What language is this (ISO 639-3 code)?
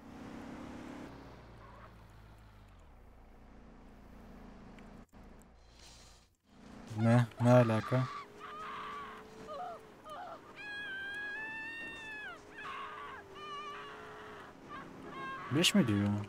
tur